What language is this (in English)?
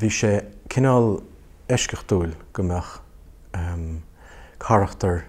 Irish